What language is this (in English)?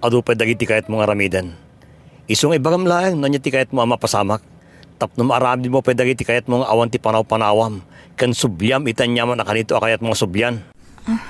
Iloko